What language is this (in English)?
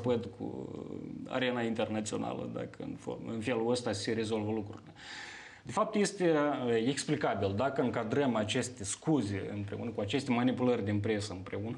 Romanian